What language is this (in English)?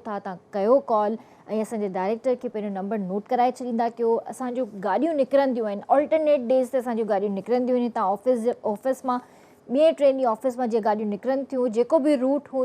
Sindhi